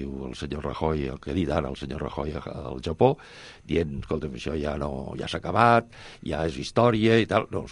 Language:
Catalan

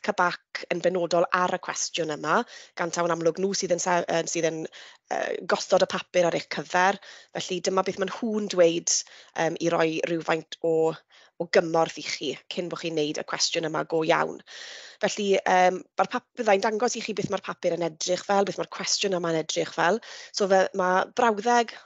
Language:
Welsh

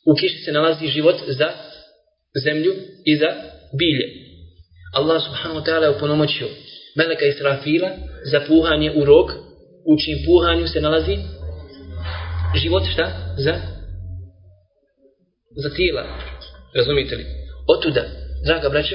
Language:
Bosnian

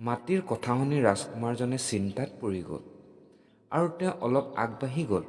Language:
Assamese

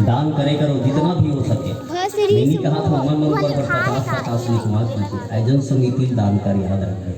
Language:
Chhattisgarhi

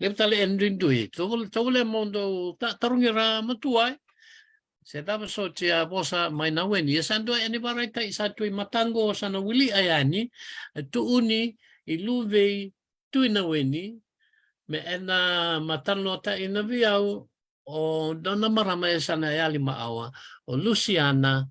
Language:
Fijian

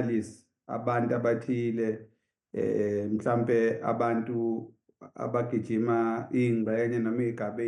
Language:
Zulu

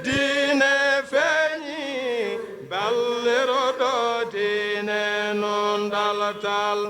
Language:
Fula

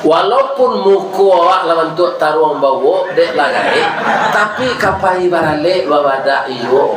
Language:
Minangkabau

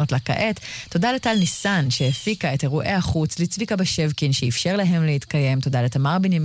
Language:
Hebrew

